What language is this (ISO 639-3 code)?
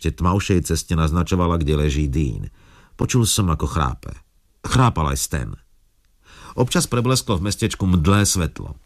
slk